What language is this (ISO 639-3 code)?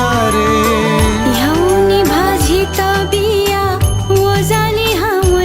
new